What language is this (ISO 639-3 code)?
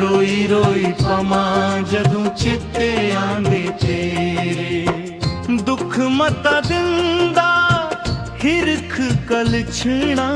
doi